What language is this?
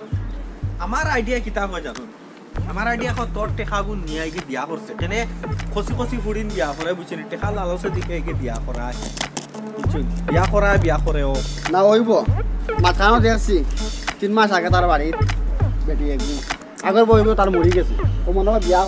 Sylheti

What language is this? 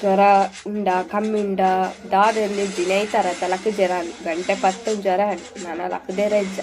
Tulu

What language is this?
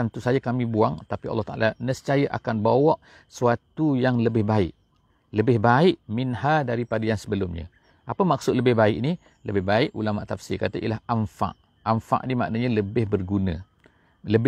Malay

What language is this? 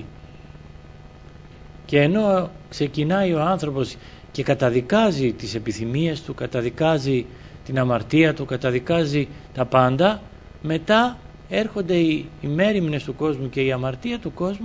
Greek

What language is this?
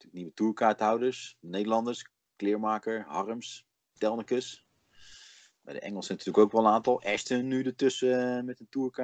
Dutch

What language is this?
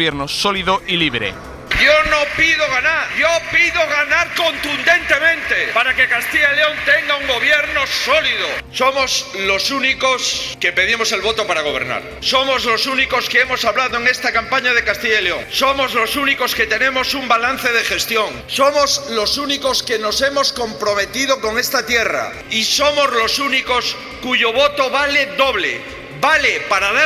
Spanish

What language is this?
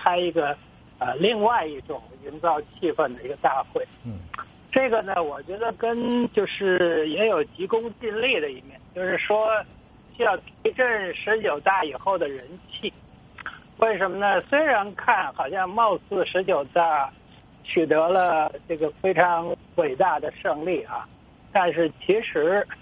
Chinese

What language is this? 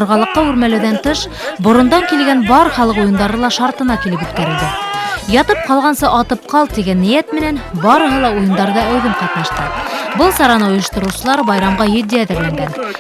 Bashkir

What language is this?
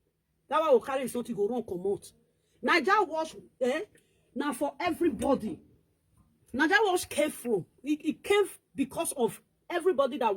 Nigerian Pidgin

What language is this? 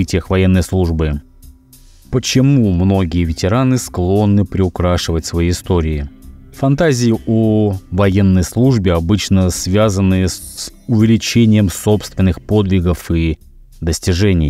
Russian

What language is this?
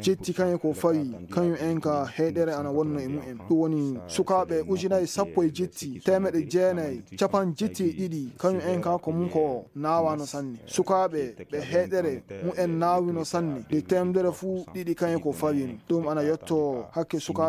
Fula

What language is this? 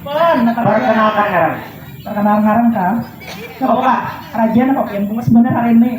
Banjar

